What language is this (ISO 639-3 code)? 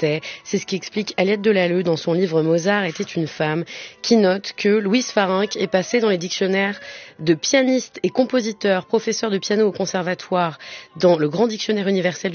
fra